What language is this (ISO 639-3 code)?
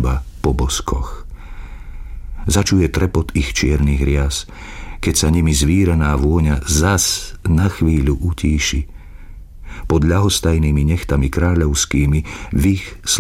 slk